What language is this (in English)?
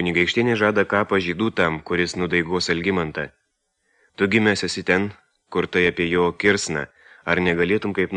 Lithuanian